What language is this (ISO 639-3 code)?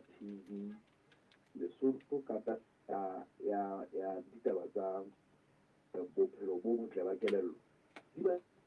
sot